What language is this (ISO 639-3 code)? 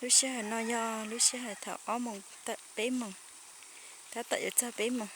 hmn